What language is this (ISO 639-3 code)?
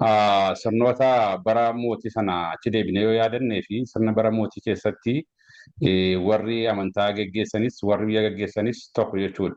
orm